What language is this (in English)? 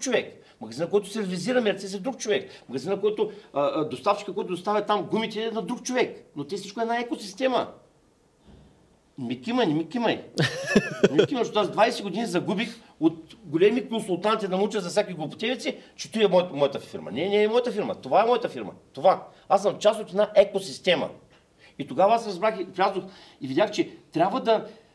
Bulgarian